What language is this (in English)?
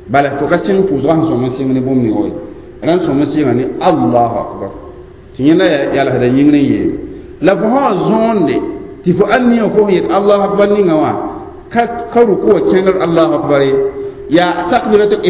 Mossi